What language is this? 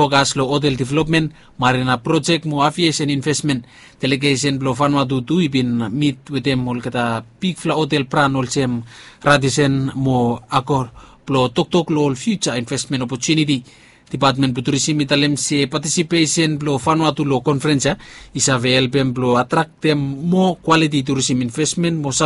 Bislama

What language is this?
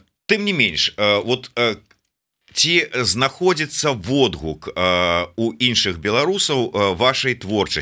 Belarusian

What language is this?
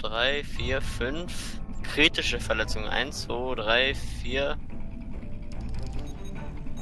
German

